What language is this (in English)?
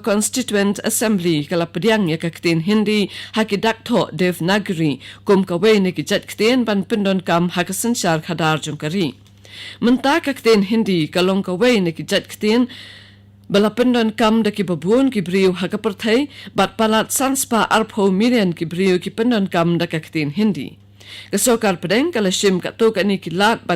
Khasi